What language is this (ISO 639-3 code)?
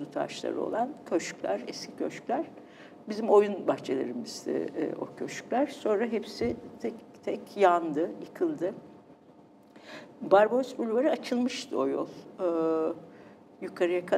tur